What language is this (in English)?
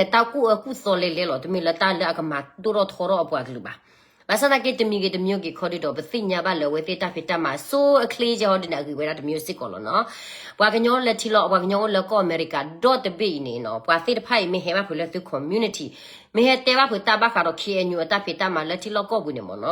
S'gaw Karen